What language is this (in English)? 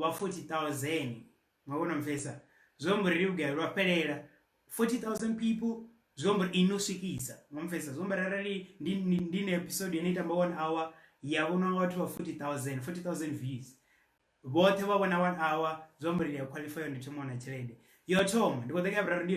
Venda